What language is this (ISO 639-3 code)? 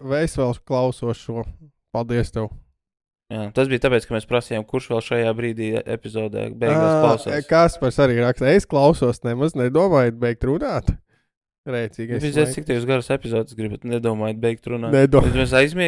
lav